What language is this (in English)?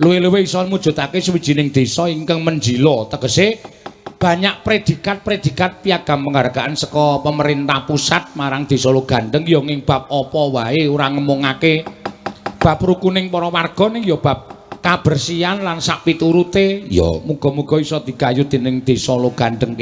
Javanese